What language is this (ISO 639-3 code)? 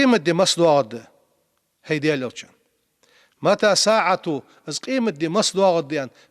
inh